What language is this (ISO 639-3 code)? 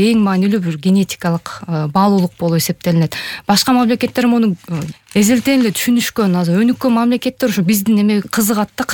kir